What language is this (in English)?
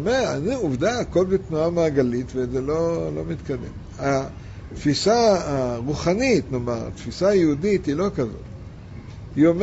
Hebrew